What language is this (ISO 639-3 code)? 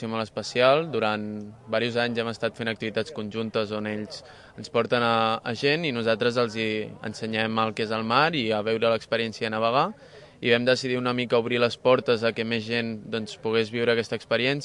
cat